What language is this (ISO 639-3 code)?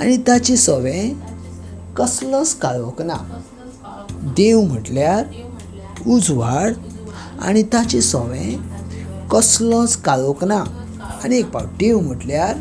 kok